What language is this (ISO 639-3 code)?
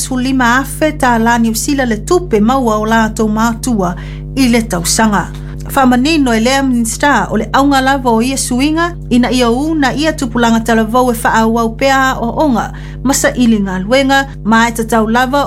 smo